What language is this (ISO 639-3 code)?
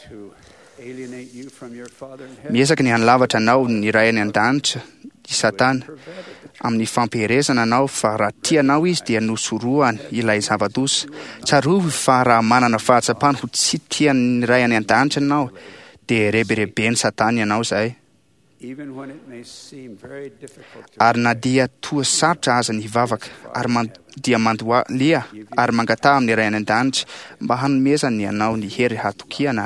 mlg